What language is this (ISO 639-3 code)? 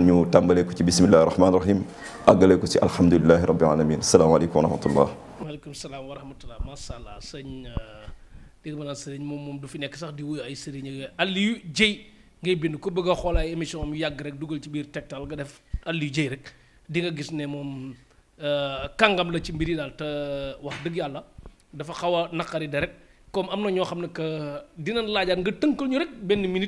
wol